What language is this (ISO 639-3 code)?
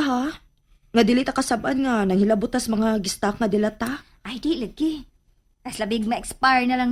ceb